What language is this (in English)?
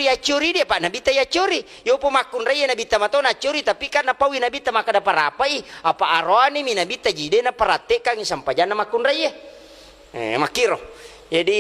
Buginese